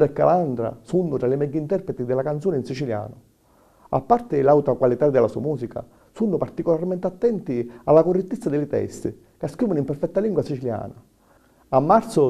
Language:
Sicilian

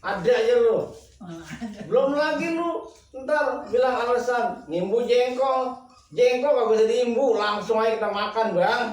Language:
Betawi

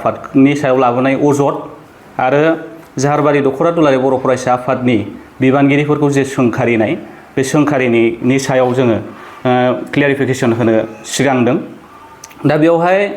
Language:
Bodo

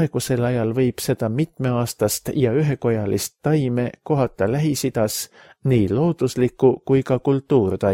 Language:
Estonian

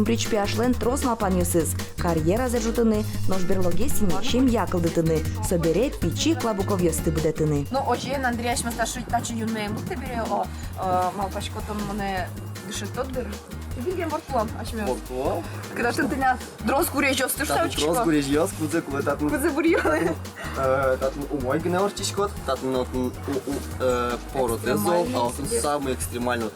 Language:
Udmurt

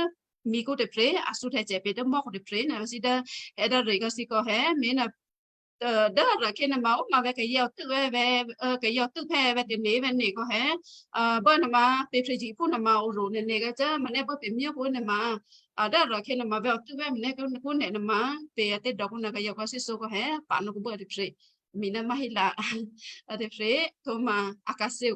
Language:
Western Kayah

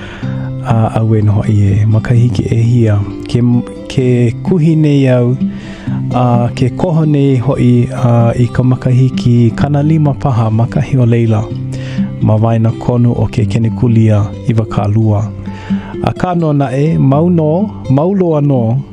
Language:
Hawaiian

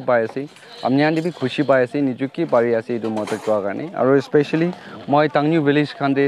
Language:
Naga Pidgin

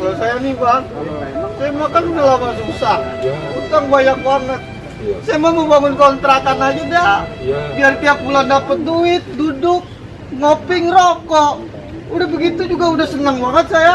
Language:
Betawi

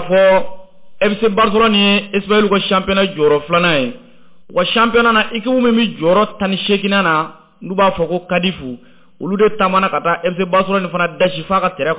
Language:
Bambara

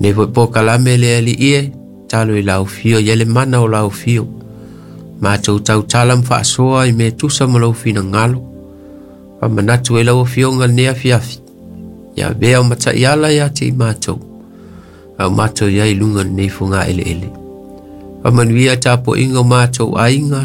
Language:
Samoan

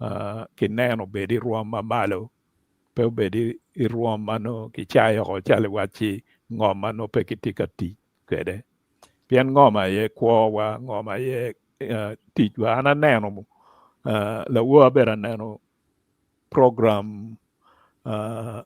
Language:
Acoli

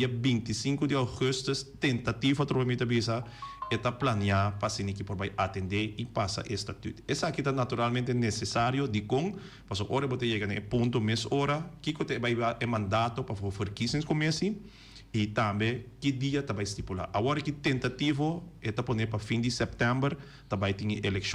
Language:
Papiamento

